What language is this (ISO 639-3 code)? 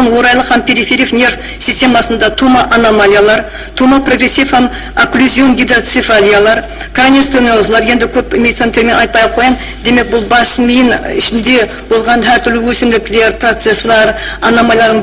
kaa